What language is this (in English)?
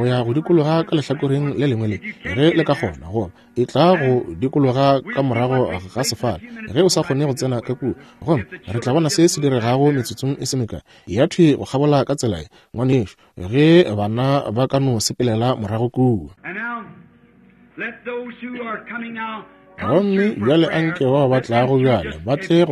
Northern Sotho